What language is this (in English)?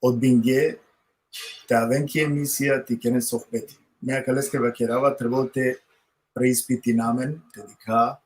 Balkan Romani